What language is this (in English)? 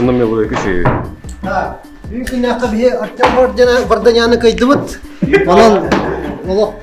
Yakut